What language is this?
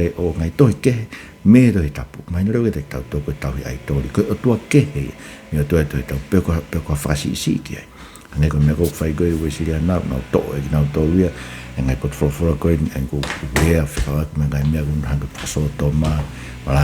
Tongan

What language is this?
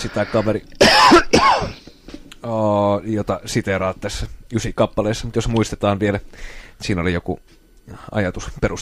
Finnish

